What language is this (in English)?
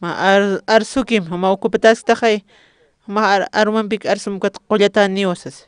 Aymara